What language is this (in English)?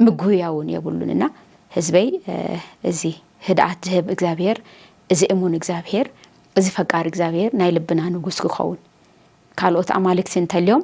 Tigrinya